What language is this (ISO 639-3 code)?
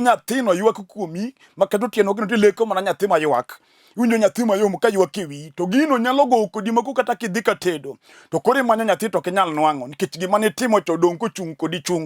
luo